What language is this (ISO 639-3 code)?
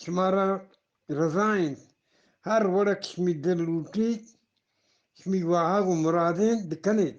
bgp